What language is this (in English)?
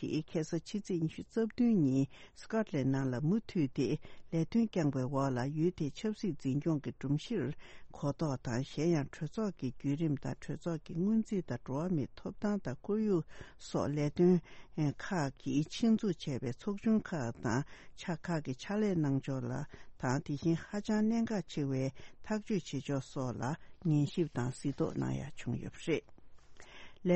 Tibetan